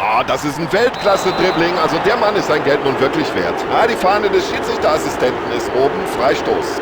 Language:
Bavarian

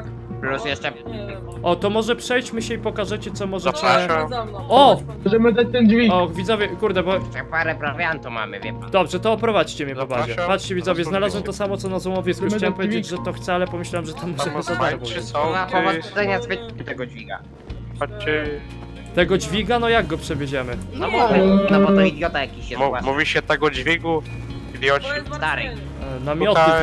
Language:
Polish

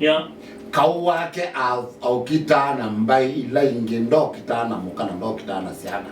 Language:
Kamba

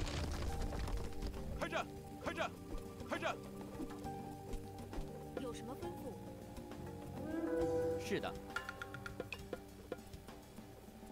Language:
Chinese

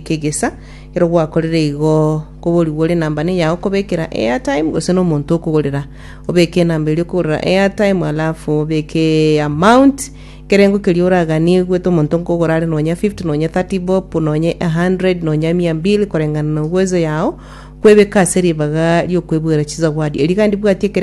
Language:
Gusii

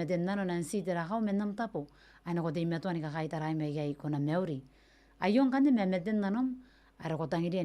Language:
Gilbertese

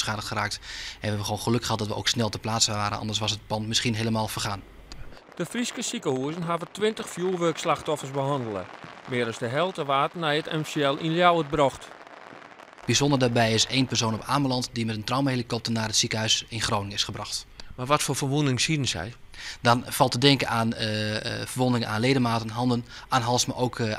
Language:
Western Frisian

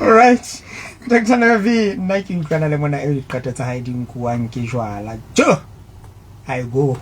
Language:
Southern Sotho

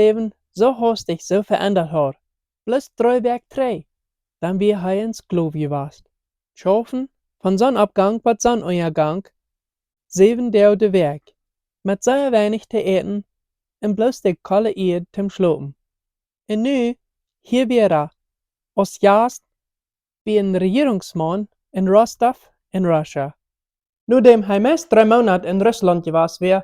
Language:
Plautdietsch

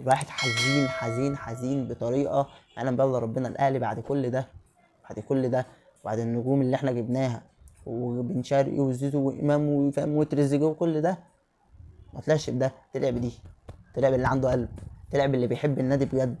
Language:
Egyptian Arabic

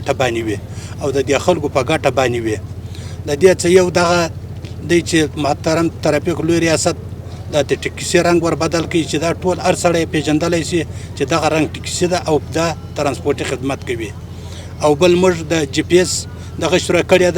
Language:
Pashto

